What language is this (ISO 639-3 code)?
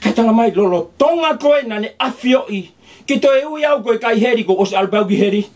ton